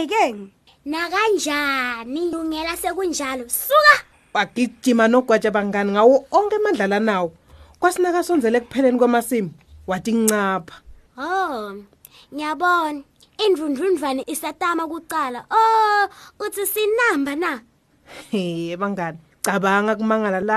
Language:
Swati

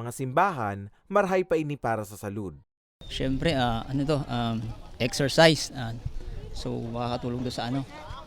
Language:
Bikol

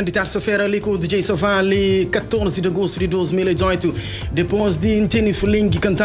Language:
Kabuverdianu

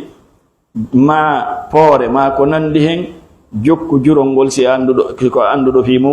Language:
Fula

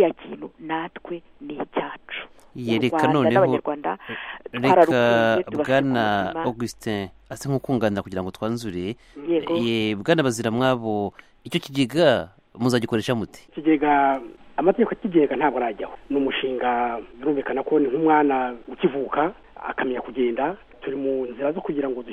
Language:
Kinyarwanda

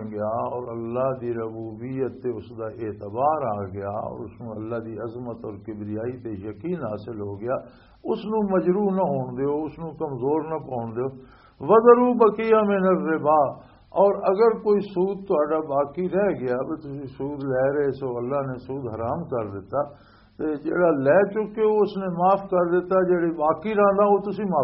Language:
Western Panjabi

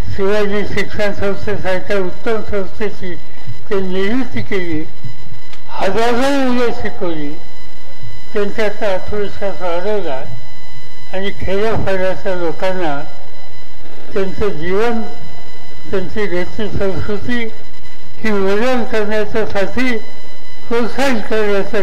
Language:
Marathi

